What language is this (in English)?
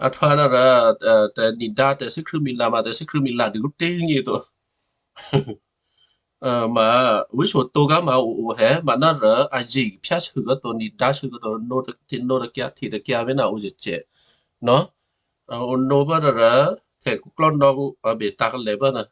Western Kayah